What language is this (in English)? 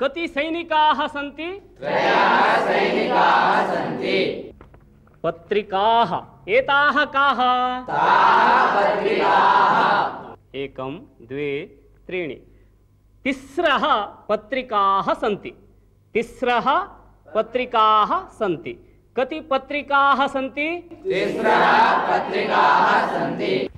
Sanskrit